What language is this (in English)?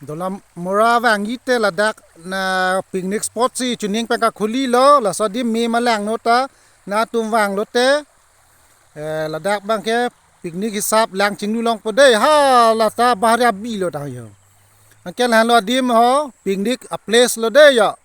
Karbi